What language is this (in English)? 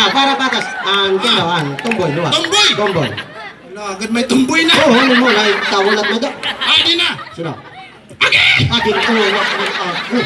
Waray